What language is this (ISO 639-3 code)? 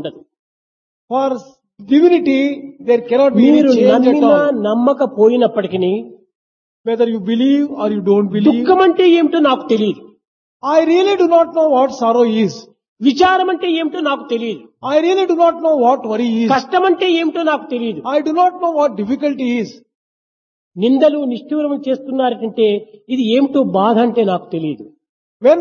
tel